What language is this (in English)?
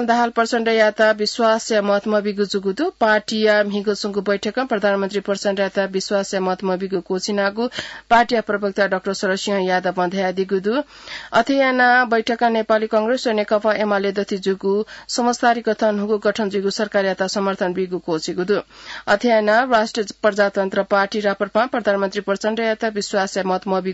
Newari